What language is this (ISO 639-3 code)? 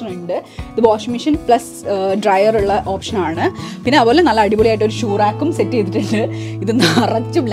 mal